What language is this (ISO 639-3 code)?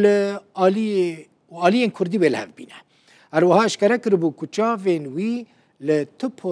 kur